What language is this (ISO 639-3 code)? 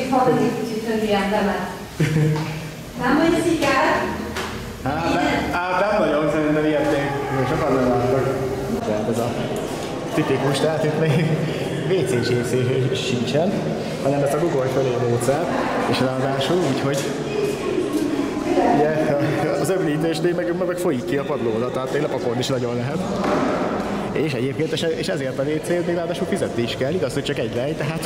hun